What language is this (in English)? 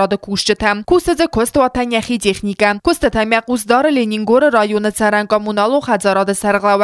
Ossetic